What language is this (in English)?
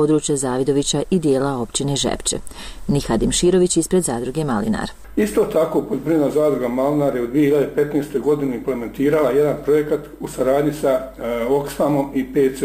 Bosnian